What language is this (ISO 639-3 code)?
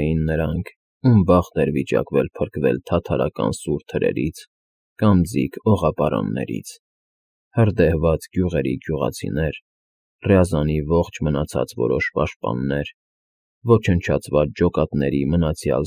hye